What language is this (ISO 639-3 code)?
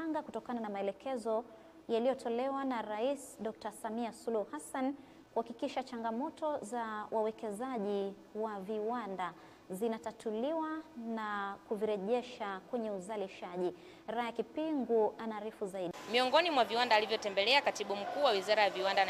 swa